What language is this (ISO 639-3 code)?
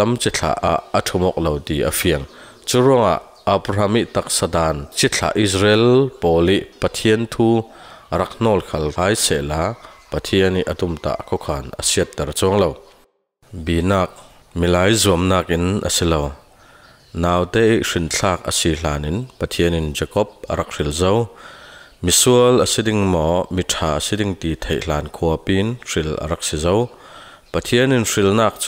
cfm